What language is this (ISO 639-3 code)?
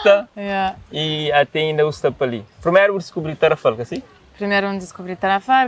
kea